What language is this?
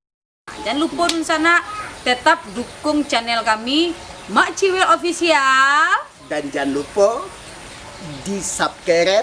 Minangkabau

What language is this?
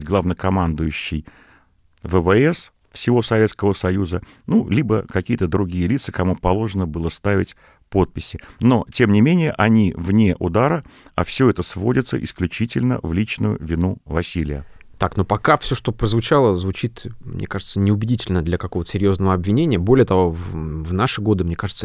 Russian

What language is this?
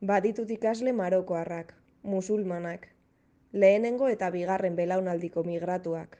Basque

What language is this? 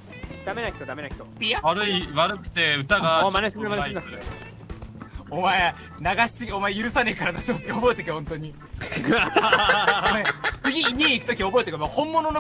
Japanese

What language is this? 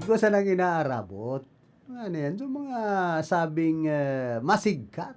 Bikol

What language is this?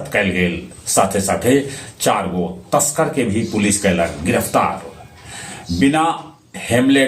Magahi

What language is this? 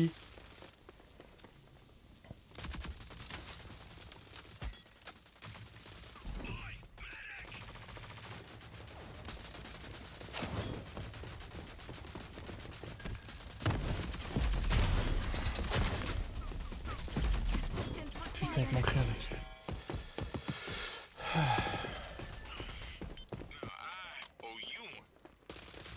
French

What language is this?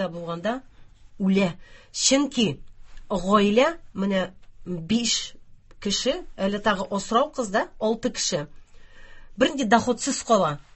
Tatar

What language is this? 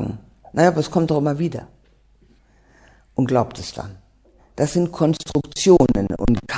German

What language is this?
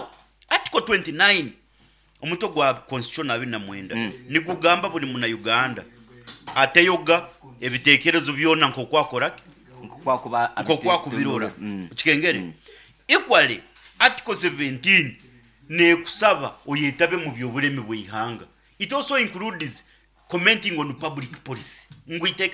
Nyoro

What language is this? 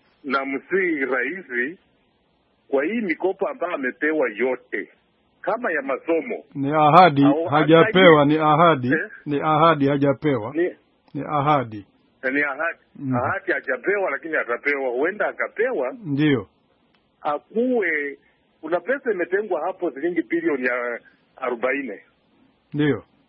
Swahili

